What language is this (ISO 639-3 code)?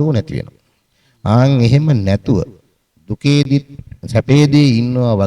sin